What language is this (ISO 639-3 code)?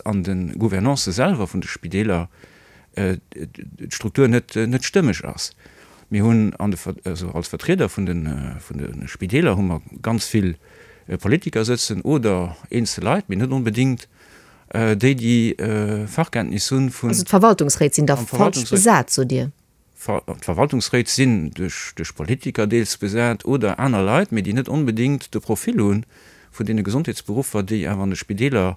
ltz